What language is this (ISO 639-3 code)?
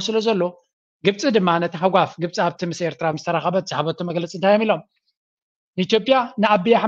tir